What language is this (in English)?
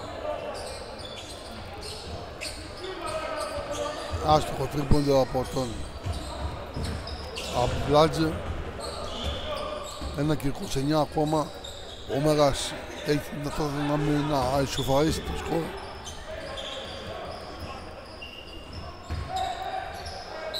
Greek